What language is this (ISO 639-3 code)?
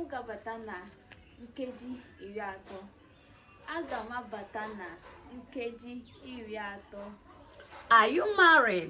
ibo